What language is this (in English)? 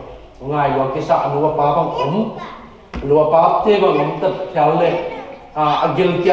Tedim Chin